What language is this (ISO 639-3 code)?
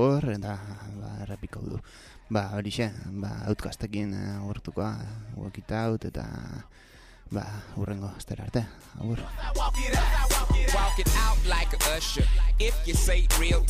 eus